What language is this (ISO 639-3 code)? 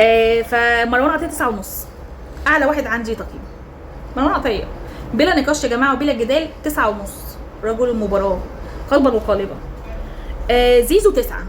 arz